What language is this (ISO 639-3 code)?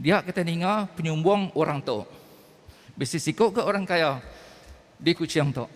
iba